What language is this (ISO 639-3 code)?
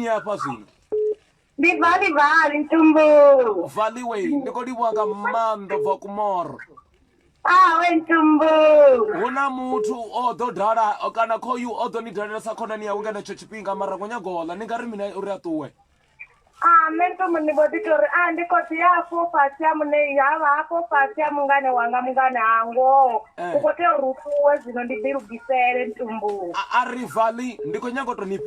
ven